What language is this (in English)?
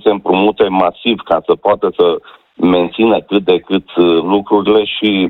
Romanian